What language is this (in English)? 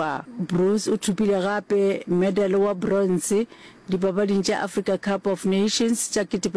Northern Sotho